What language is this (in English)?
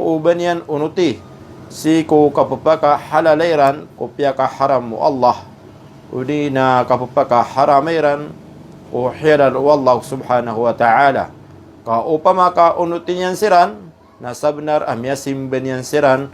Maranao